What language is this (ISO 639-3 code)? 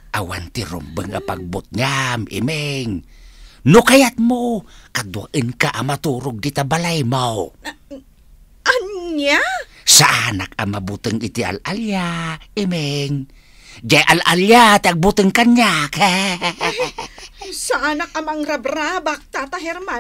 ilo